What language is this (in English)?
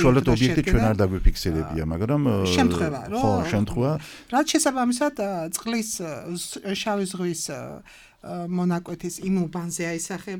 Georgian